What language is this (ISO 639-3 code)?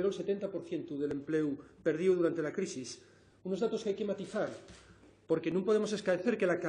ast